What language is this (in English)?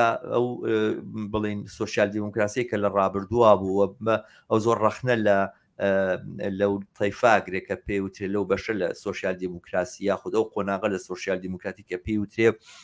Central Kurdish